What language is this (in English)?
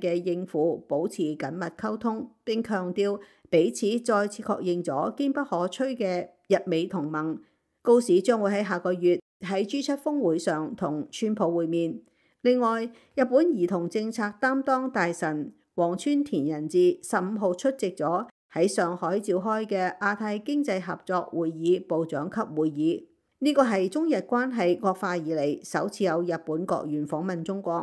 Cantonese